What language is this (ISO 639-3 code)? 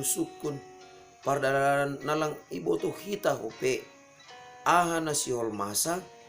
bts